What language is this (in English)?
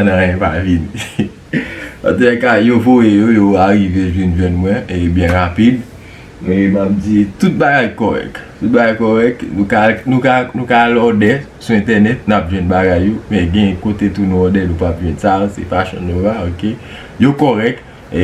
Haitian Creole